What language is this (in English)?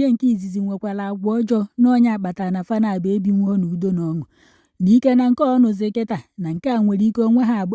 Igbo